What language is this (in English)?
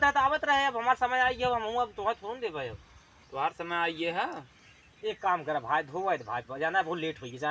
Awadhi